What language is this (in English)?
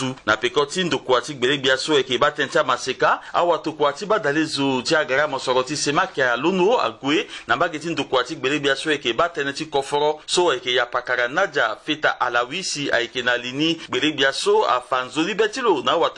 Sango